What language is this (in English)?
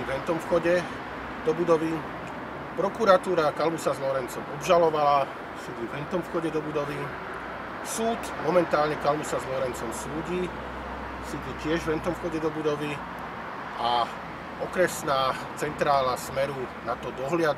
Slovak